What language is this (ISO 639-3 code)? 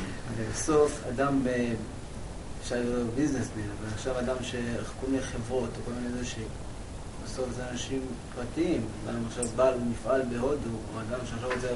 heb